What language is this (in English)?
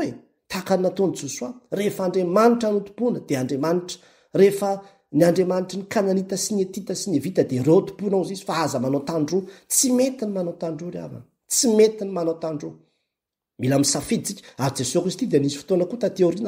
Malagasy